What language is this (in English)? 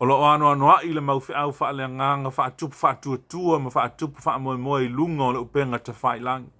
Samoan